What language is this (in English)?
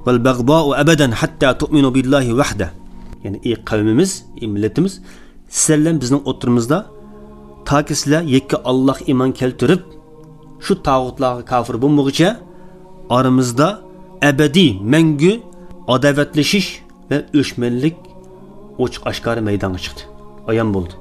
Uyghur